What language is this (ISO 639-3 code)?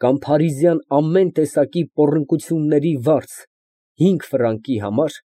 hye